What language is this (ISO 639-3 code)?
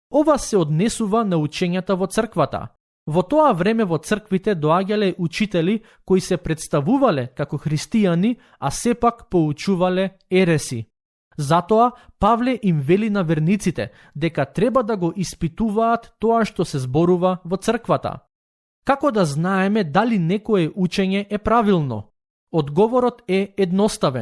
mkd